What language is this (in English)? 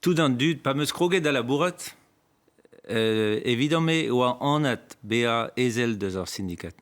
Breton